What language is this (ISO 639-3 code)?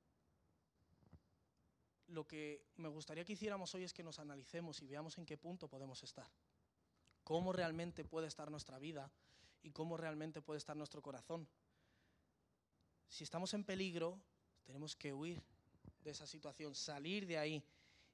spa